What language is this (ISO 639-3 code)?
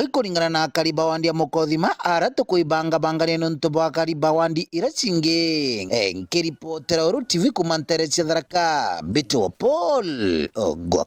mer